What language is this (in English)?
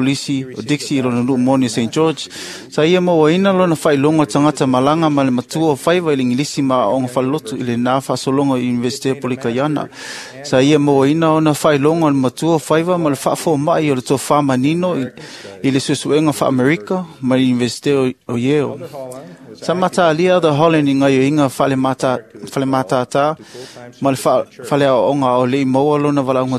Samoan